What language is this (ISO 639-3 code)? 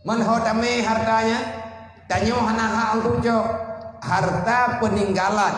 ace